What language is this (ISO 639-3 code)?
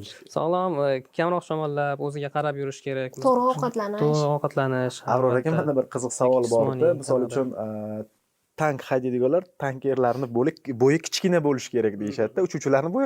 uzb